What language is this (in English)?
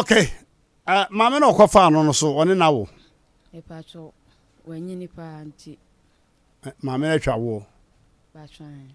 Akan